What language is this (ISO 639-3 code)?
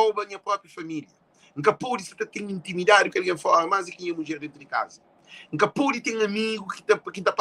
kea